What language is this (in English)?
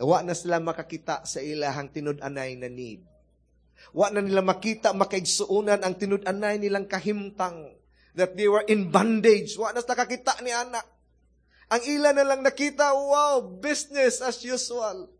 Cebuano